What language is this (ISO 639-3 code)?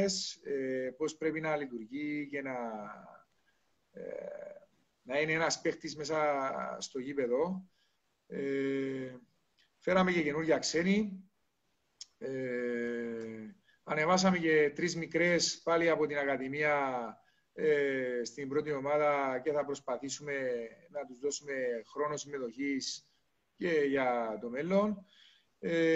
ell